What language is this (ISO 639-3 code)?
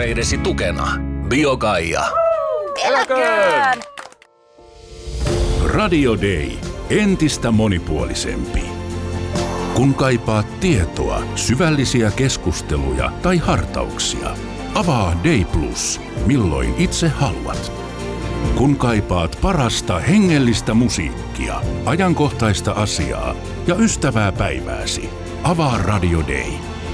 fin